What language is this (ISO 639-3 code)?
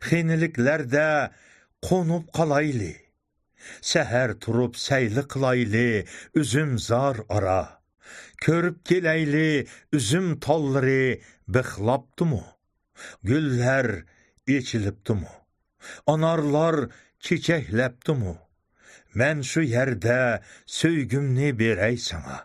uig